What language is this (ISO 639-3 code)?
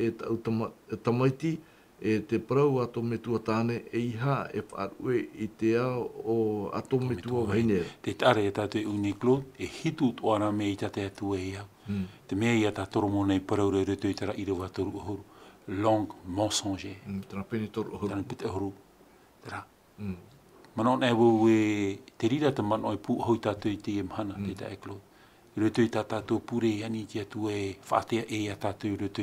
tah